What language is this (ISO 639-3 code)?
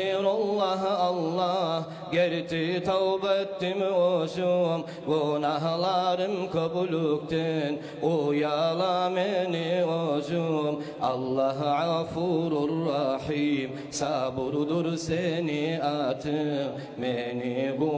kum